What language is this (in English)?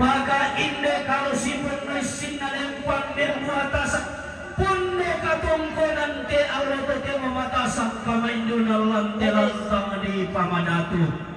Toraja-Sa'dan